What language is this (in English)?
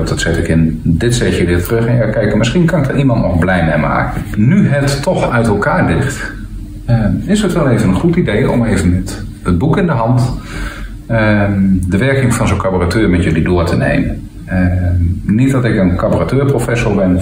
Dutch